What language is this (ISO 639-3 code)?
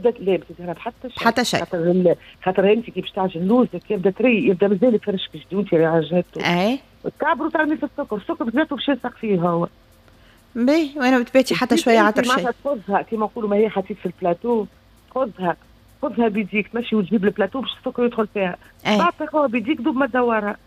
aeb